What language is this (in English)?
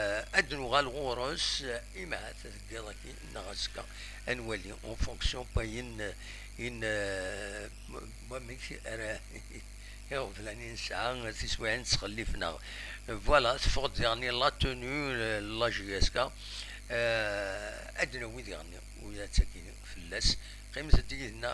Kabyle